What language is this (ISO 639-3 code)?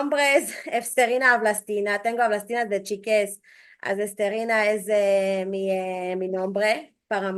lad